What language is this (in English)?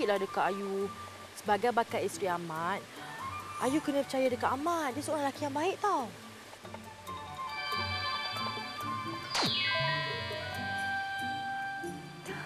Malay